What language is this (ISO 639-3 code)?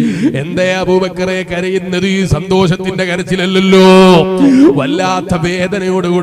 mal